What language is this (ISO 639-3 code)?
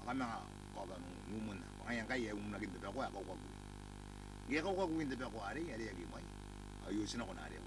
gil